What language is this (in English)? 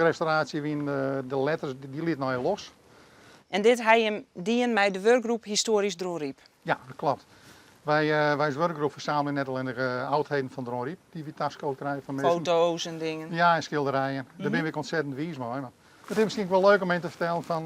Western Frisian